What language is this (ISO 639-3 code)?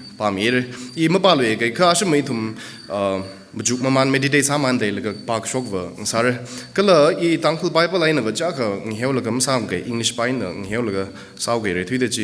nmf